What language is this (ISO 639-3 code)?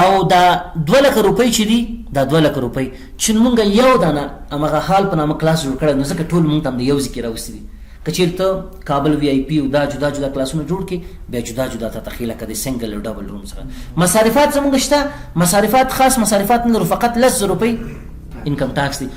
pus